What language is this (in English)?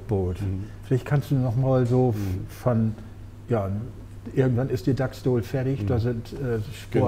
Low German